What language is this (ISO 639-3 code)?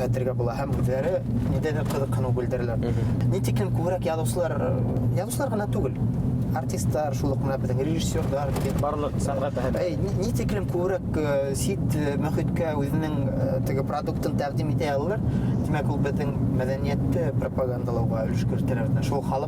bak